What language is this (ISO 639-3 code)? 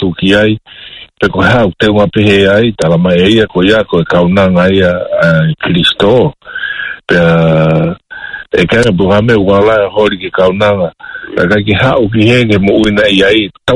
ton